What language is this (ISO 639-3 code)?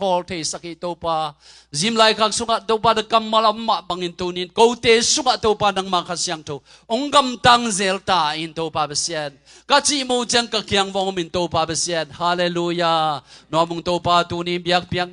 ctd